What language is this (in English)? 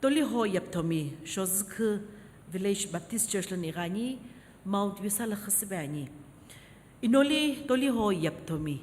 Sumi Naga